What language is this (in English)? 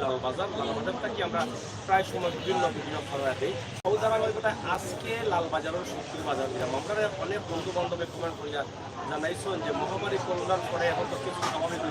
Sylheti